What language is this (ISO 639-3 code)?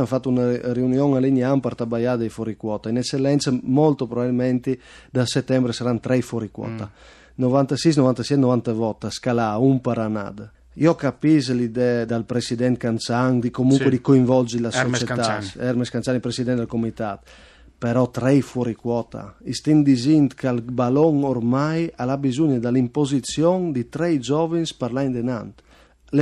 fur